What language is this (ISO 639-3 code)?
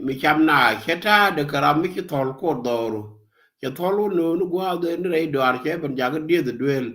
nus